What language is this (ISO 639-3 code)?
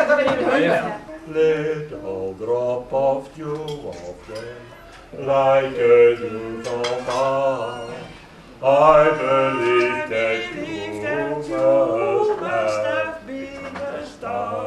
nld